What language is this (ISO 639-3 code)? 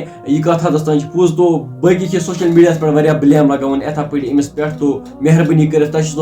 kas